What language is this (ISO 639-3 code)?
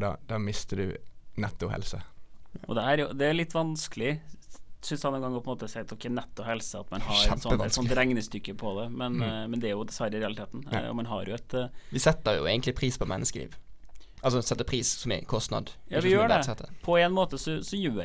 nor